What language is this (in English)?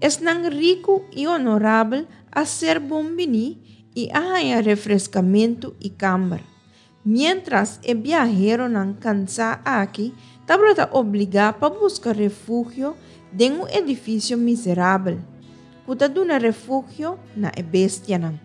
Papiamento